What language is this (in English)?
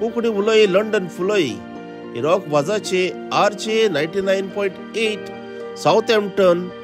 Konkani